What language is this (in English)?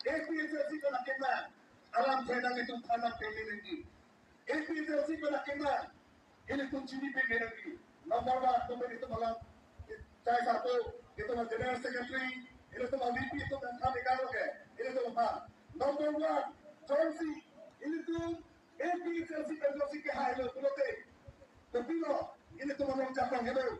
Karbi